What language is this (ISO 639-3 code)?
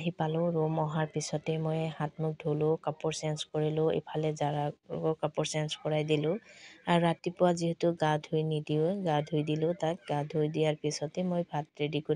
asm